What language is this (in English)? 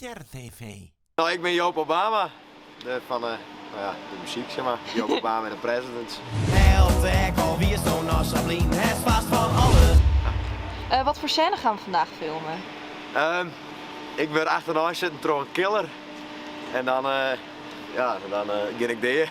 Western Frisian